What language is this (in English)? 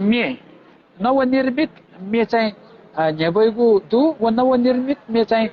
Newari